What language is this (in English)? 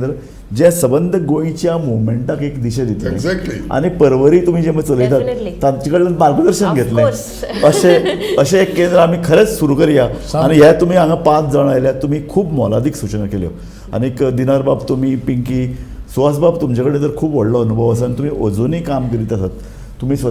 Konkani